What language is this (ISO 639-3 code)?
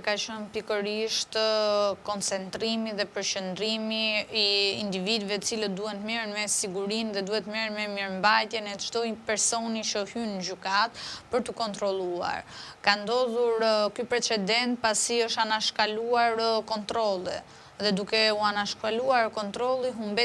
sqi